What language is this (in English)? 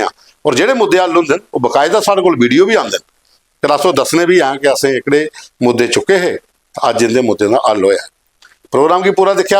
Dogri